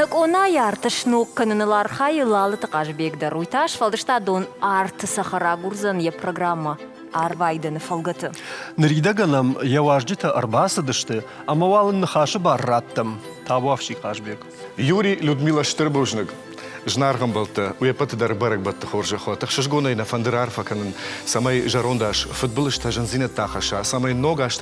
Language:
Ossetic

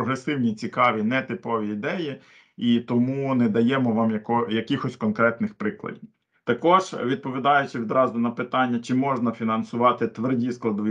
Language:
Ukrainian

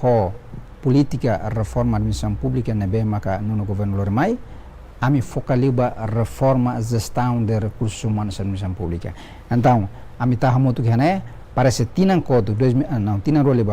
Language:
Tetum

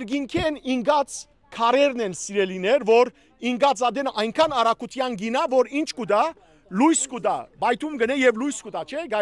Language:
Western Armenian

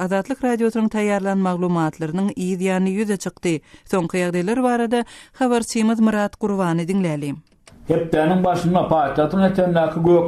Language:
Turkmen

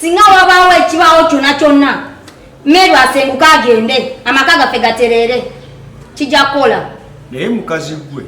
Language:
Ganda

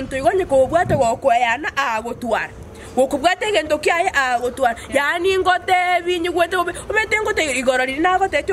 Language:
Gusii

